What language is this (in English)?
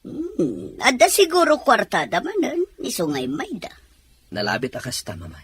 Iloko